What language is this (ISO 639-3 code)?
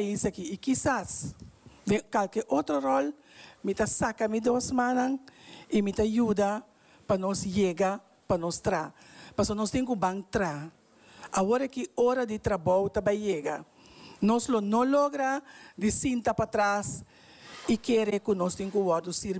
pap